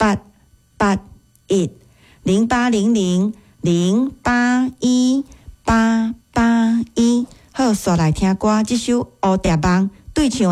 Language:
Min Nan Chinese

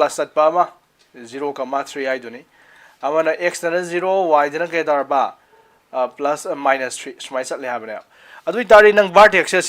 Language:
Manipuri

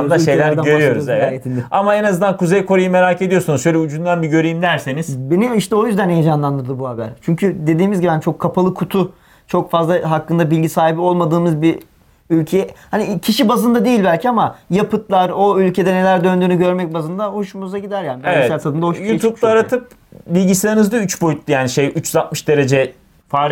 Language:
Turkish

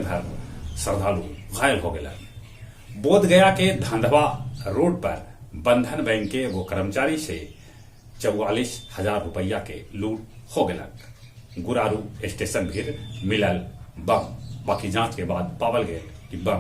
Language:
Magahi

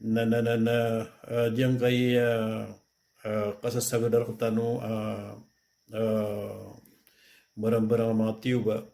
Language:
Maranao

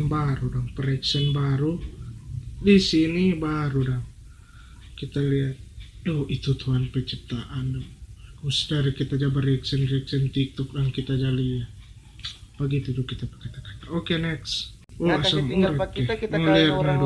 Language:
Manado Malay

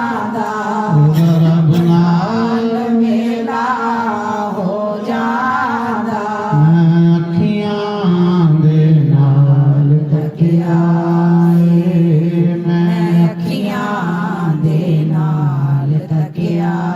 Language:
Dogri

